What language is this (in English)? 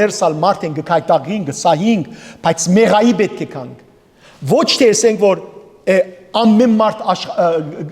Western Armenian